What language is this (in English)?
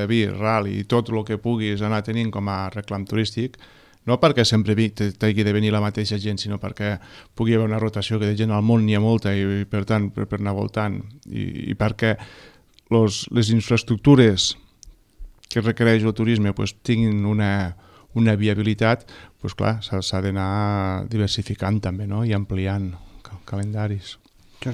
Catalan